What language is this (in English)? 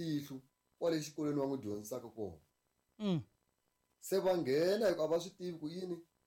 Tsonga